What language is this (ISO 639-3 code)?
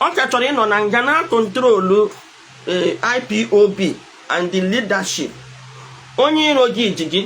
ibo